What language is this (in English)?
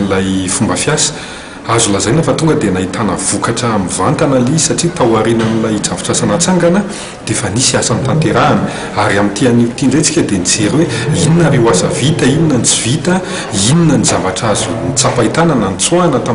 Malagasy